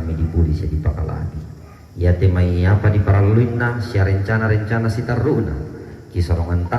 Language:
Toraja-Sa'dan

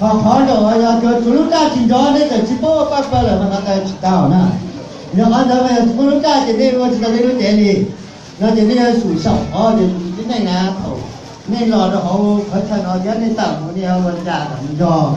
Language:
Hmong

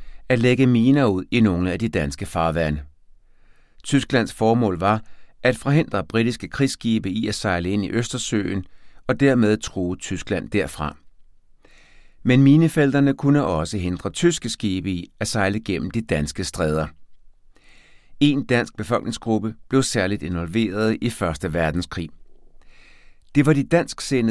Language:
Danish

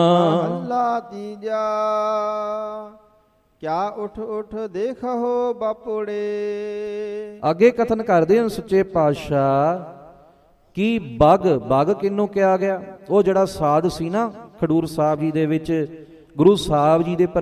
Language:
Punjabi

